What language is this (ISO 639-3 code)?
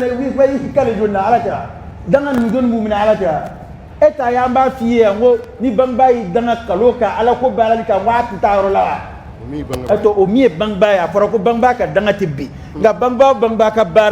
dyu